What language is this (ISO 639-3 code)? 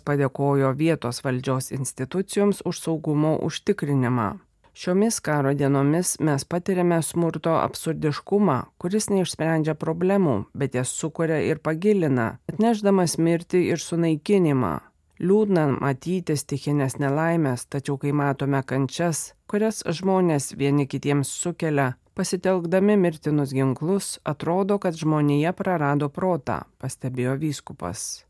lit